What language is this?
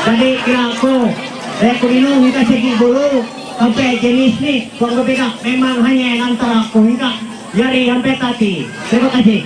Ma'anyan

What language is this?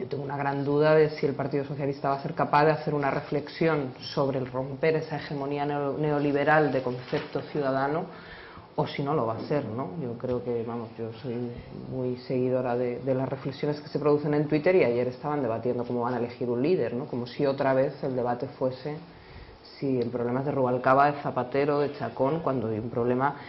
Spanish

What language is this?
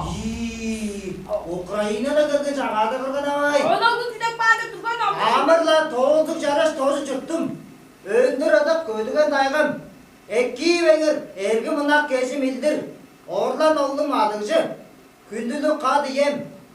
Tuvinian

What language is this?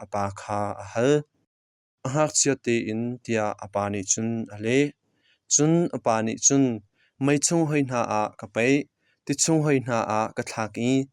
Hakha Chin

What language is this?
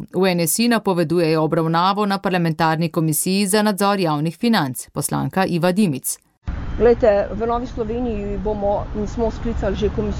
Slovenian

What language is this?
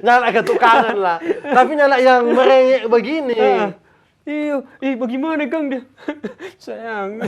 Manado Malay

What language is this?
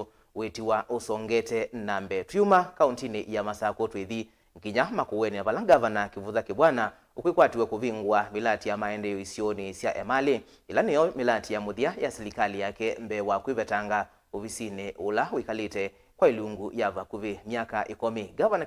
Kamba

